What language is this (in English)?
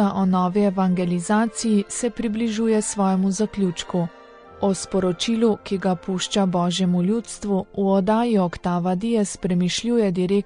Slovenian